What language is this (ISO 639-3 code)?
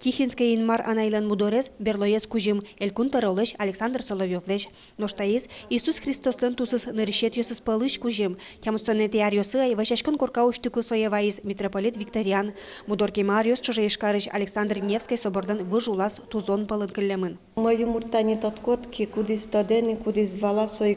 udm